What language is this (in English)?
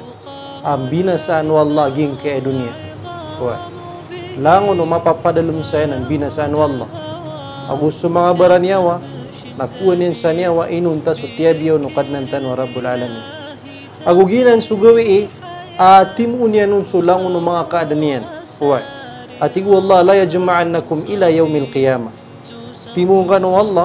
Maranao